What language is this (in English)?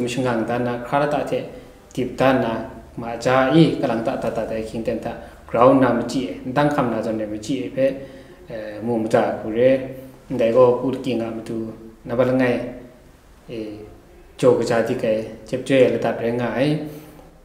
Kachin